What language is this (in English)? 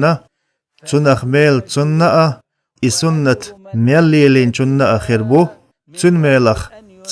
Chechen